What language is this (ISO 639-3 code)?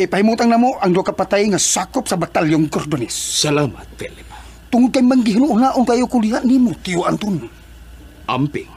ceb